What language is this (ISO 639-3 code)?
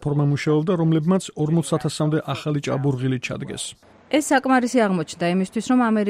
kat